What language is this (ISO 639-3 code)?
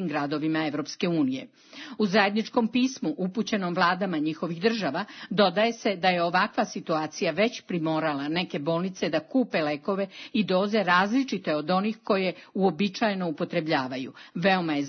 srp